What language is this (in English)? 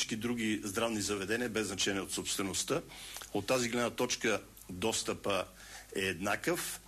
Bulgarian